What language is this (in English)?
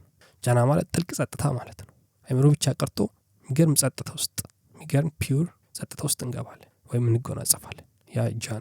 Amharic